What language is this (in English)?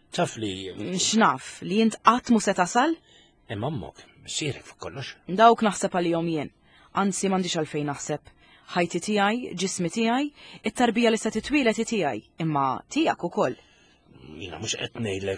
Maltese